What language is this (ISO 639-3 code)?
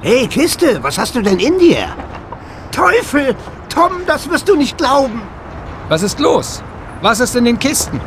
bar